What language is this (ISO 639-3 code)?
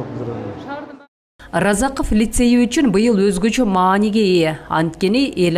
kir